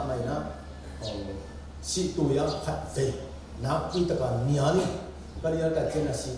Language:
Tedim Chin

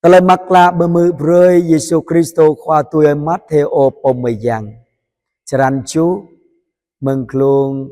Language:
Jarai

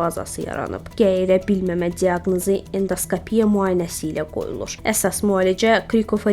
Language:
Azerbaijani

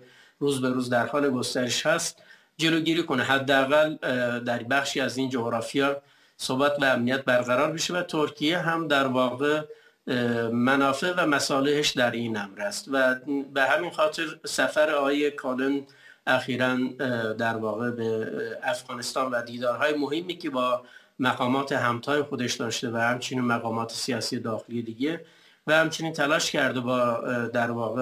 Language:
Persian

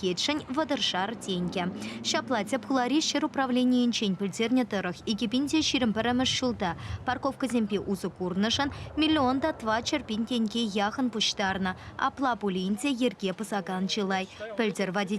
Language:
Chuvash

